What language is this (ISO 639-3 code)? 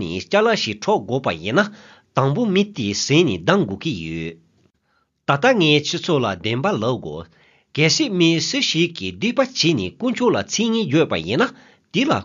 bod